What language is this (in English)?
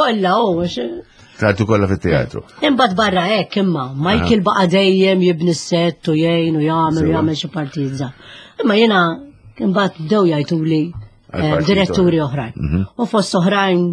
Maltese